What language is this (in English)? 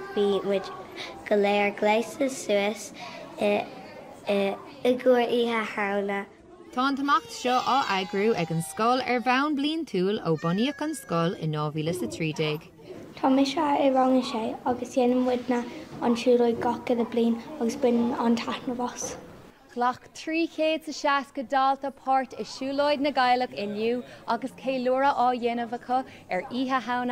Irish